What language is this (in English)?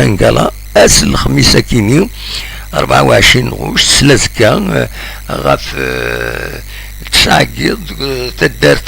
Kabyle